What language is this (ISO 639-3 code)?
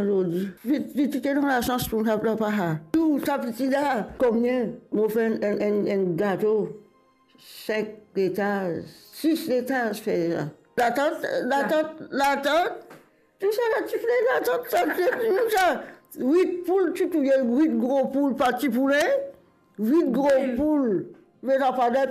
mfe